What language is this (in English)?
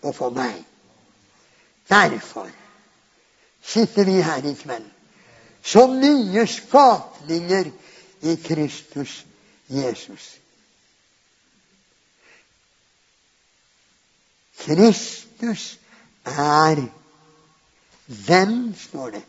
Norwegian